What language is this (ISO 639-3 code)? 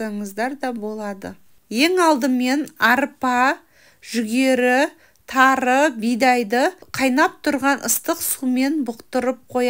kaz